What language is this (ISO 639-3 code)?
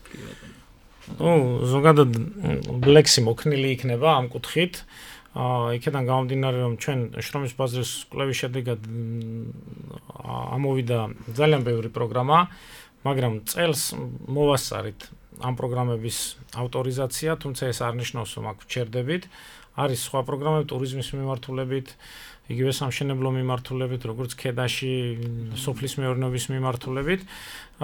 kat